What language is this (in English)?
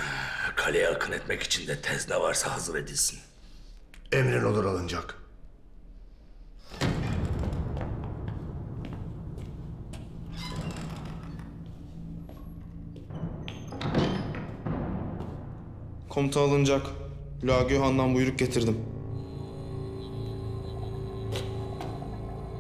Turkish